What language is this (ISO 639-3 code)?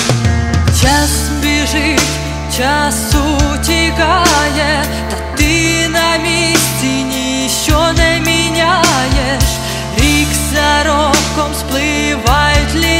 ukr